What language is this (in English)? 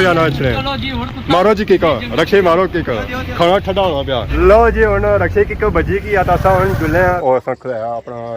Pahari-Potwari